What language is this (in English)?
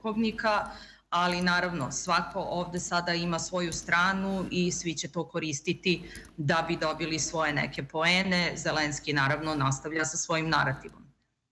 Serbian